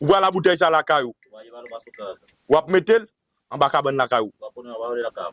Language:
Haitian Creole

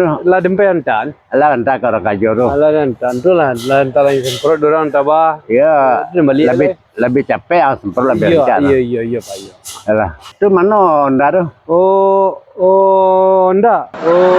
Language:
Minangkabau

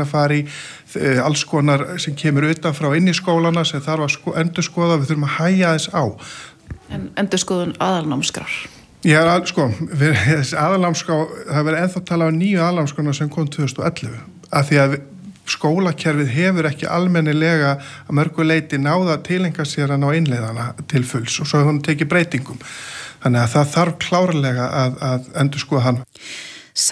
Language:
Icelandic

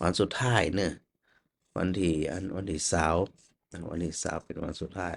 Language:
Northern Thai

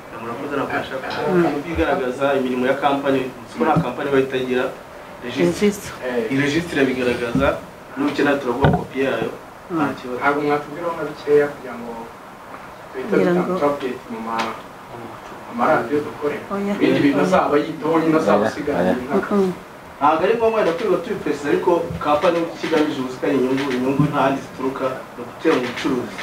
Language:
Kinyarwanda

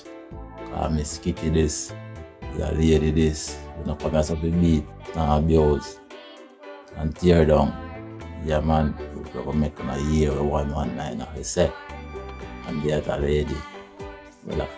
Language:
Jamaican Creole English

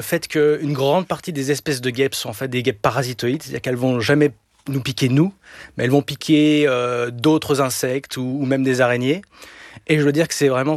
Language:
French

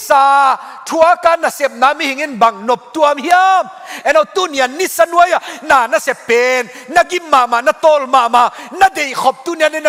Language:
Tedim Chin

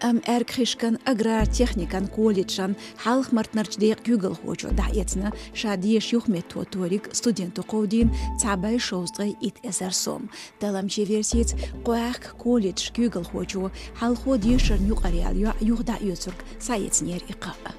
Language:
Chechen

